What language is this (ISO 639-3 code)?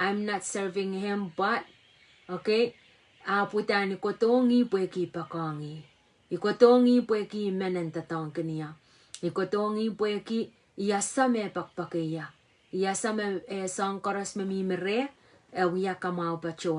pon